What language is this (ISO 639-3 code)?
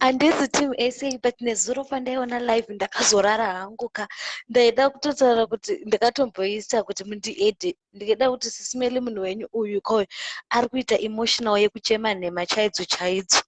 sna